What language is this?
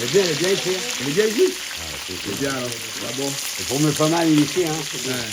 Réunion Creole French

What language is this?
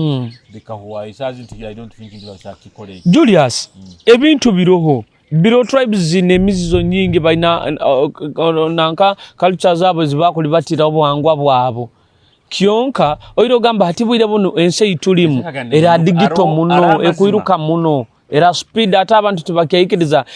Nyoro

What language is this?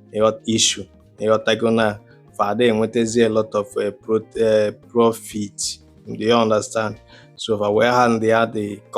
Igbo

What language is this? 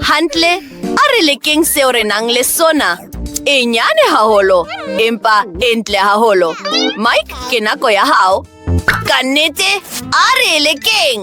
Southern Sotho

